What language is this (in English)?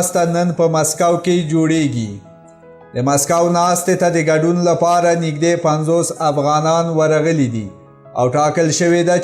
Pashto